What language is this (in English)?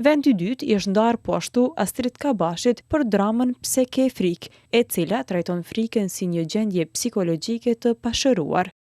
Albanian